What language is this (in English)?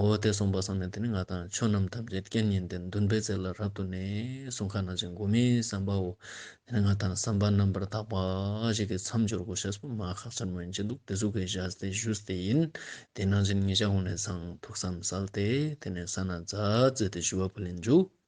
Ladakhi